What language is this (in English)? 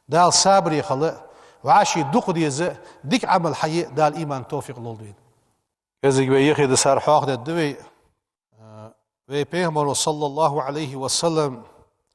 Ingush